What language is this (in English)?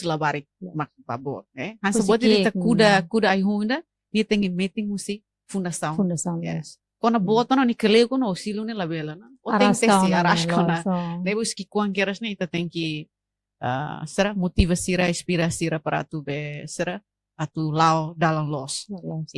Tetum